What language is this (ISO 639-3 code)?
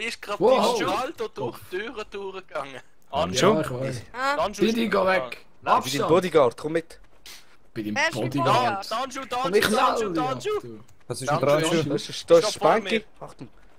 gsw